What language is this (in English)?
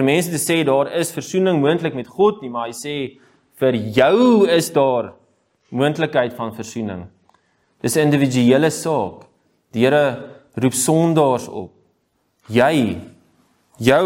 Afrikaans